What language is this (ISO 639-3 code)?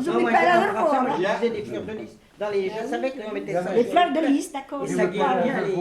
bre